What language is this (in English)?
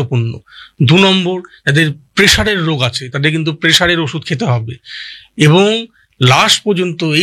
Bangla